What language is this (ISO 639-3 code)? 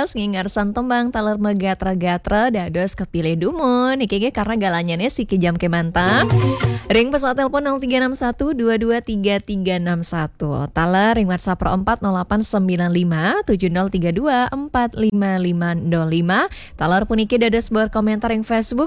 ban